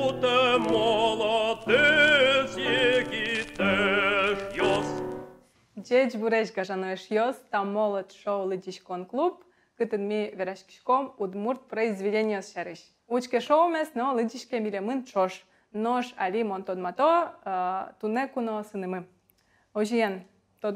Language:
Udmurt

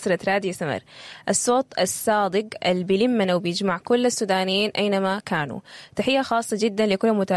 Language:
Sudanese Arabic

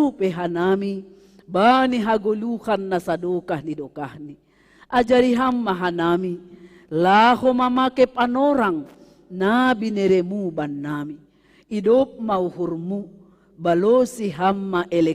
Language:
Batak Simalungun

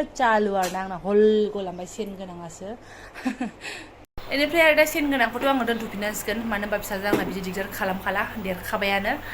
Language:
Bodo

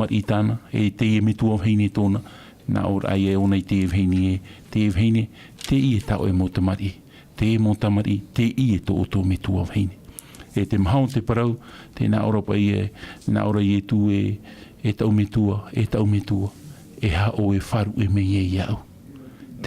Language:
Tahitian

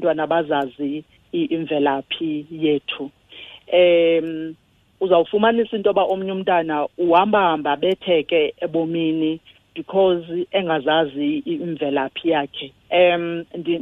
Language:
Xhosa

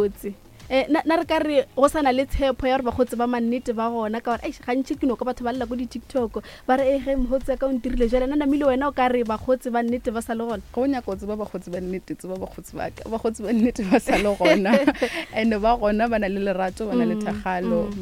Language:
Northern Sotho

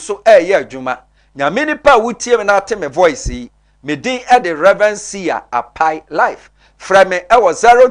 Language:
Akan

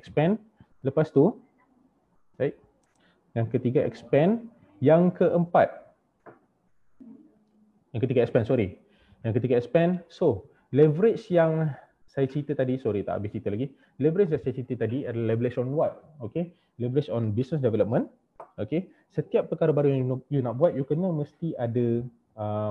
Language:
Malay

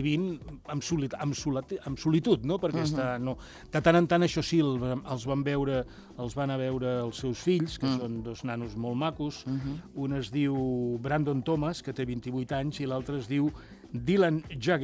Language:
Catalan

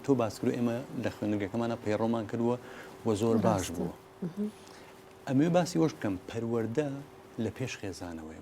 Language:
Central Kurdish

